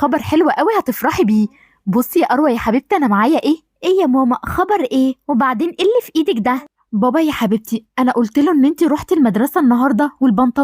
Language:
Egyptian Arabic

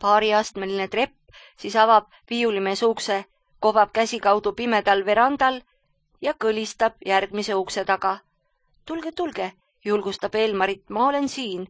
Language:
Estonian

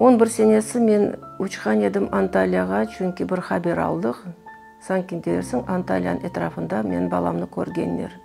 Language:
Crimean Tatar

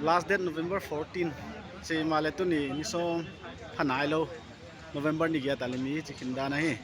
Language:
Paite Chin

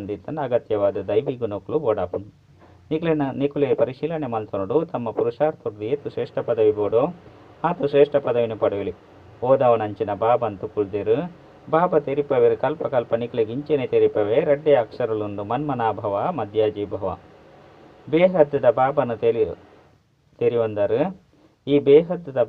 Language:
Tulu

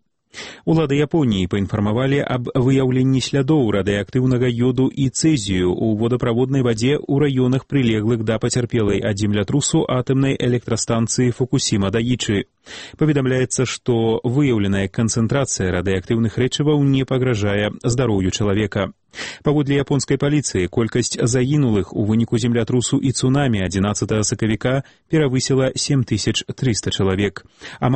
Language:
Belarusian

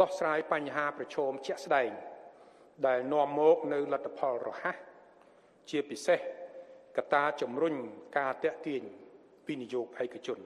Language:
Khmer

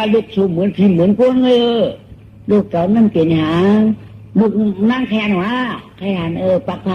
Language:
Shan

